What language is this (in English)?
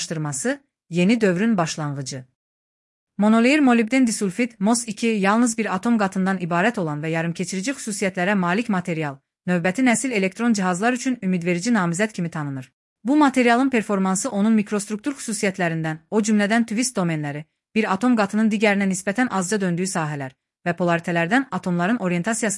Azerbaijani